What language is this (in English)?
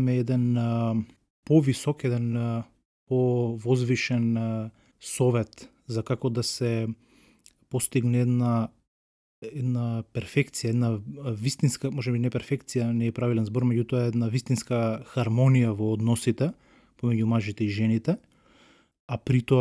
Macedonian